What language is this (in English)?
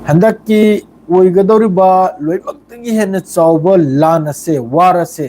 Manipuri